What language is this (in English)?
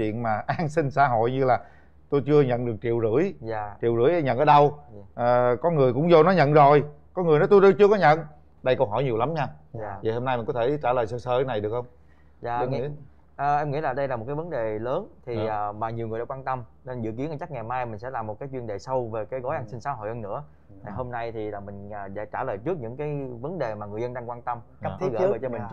Vietnamese